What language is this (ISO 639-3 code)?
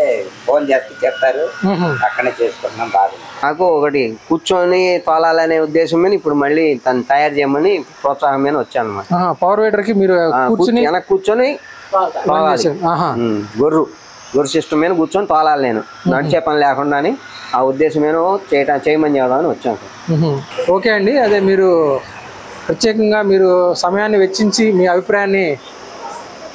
tel